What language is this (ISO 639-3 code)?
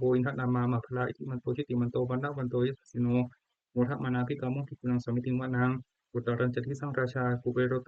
pli